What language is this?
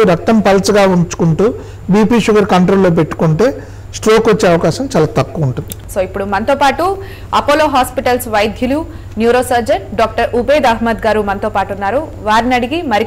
Telugu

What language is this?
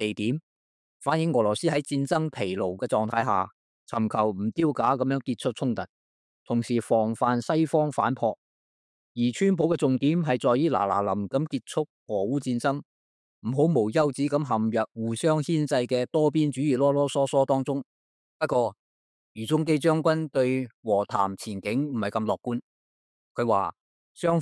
Cantonese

